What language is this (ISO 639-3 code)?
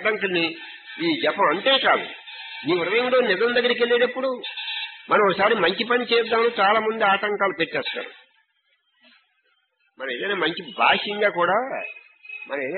tel